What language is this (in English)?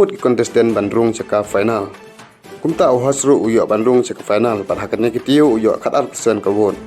Khasi